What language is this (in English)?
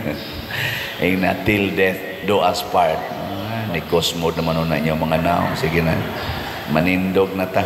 Cebuano